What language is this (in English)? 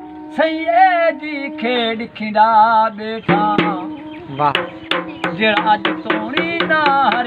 Saraiki